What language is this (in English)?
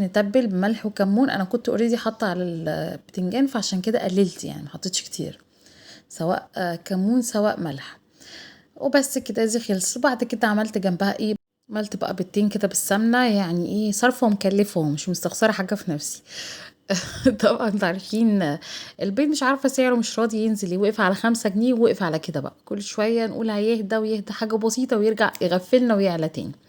Egyptian Arabic